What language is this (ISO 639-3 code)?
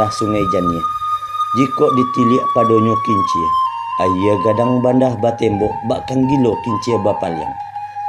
min